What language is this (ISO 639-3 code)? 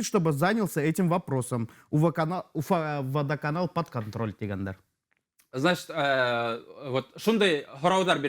bak